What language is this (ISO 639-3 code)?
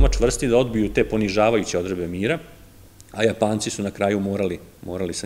srp